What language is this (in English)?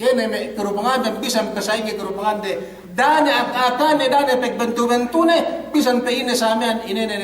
Yakan